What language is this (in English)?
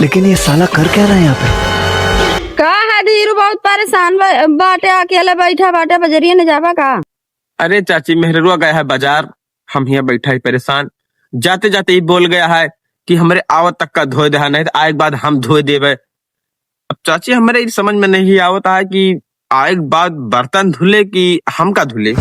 Awadhi